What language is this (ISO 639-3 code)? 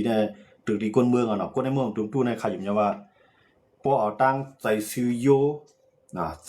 shn